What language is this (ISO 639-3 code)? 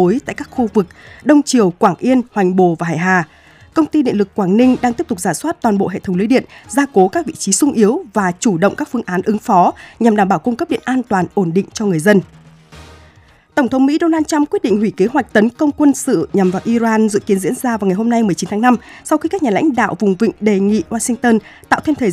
vie